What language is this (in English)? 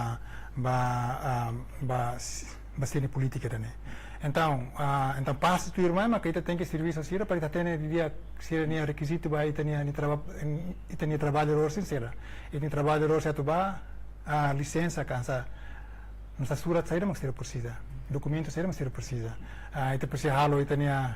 Tetum